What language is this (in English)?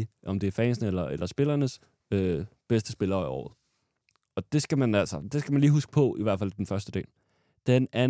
Danish